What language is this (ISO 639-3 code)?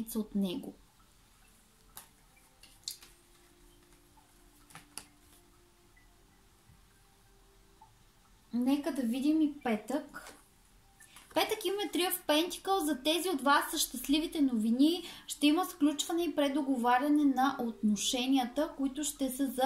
bul